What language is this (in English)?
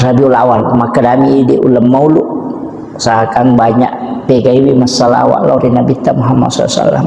Buginese